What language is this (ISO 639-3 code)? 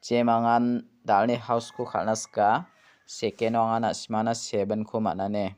grt